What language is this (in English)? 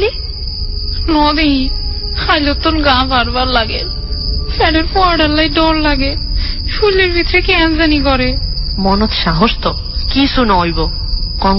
Bangla